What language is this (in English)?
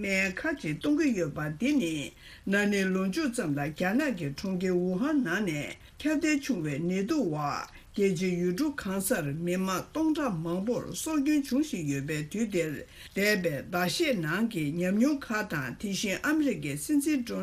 Tibetan